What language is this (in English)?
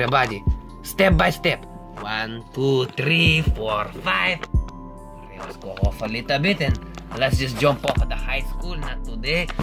English